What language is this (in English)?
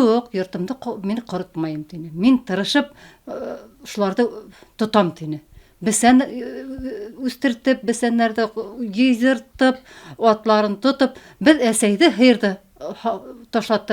Bashkir